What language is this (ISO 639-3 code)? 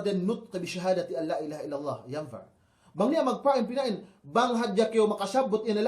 yka